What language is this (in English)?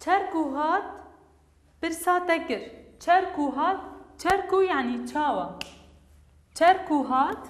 Kurdish